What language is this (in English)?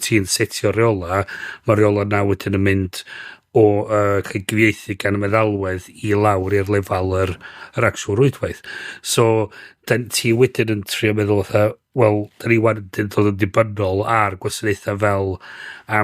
Welsh